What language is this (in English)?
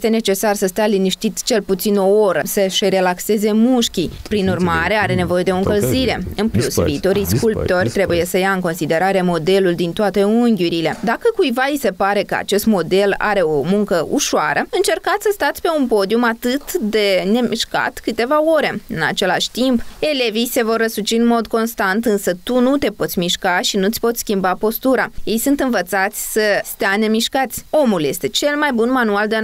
Romanian